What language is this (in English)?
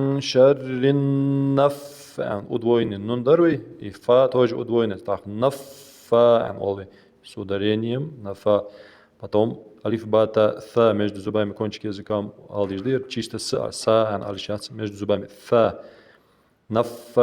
Ingush